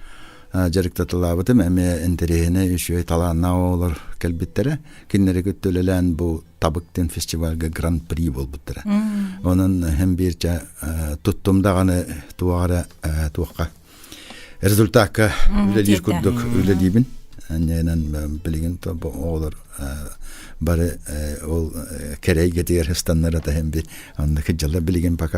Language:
Yakut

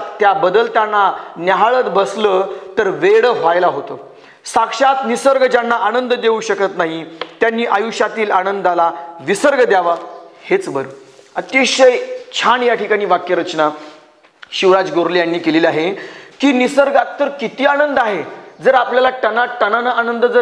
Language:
Marathi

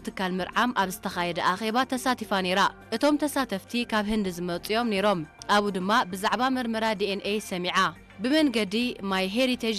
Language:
Tigrinya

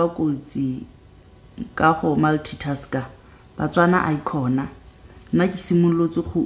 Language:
Southern Sotho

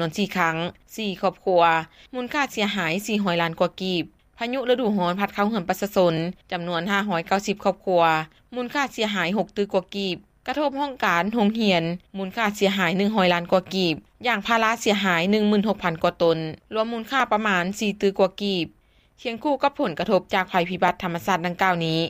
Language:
Lao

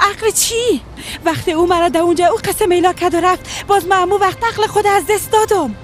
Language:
Persian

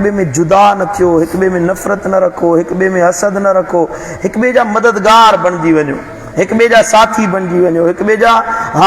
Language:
Sindhi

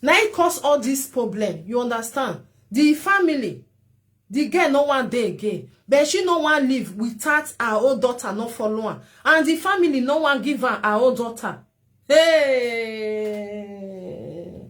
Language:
Nigerian Pidgin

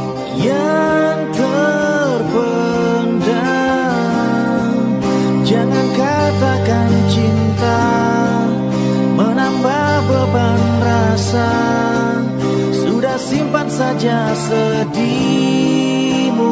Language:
Indonesian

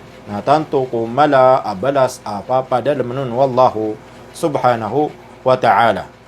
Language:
Maranao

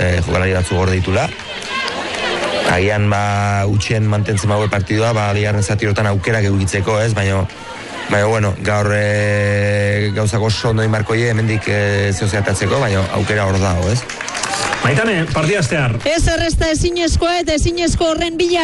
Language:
Basque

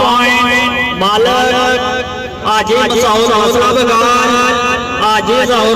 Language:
Pahari-Potwari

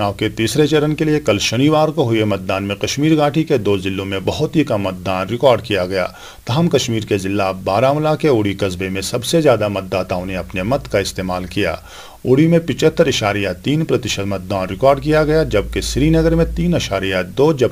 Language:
Hindi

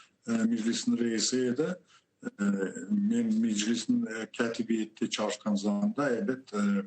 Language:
Crimean Tatar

